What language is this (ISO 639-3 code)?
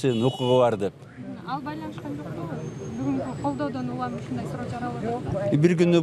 kir